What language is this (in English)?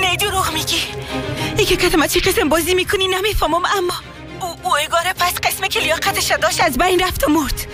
Persian